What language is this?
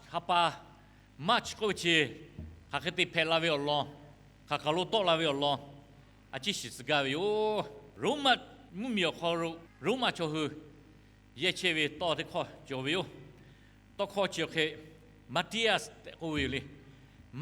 Lahu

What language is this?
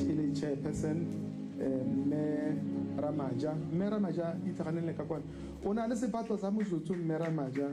Tswana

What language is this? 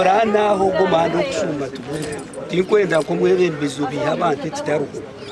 Nyankole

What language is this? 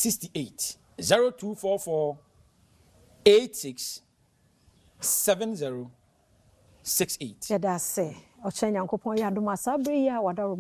Akan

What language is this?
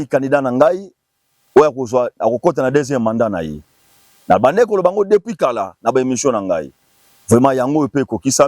Lingala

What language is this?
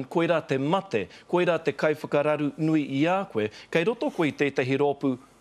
Māori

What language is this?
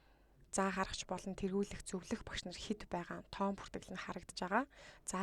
Mongolian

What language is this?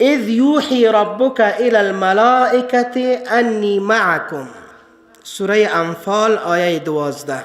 Persian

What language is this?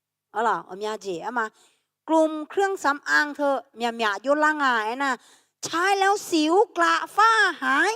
Akha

